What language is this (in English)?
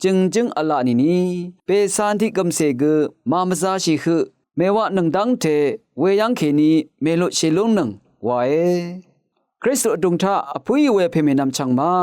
Rawang